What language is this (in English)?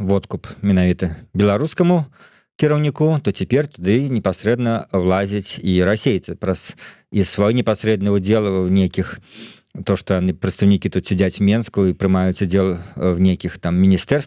Belarusian